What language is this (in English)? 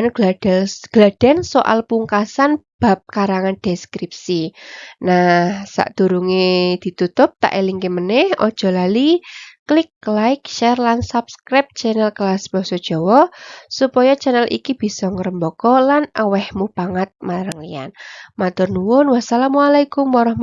Javanese